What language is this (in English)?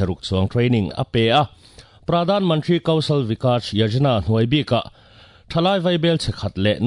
Mizo